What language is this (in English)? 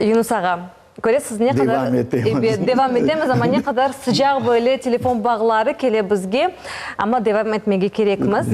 Crimean Tatar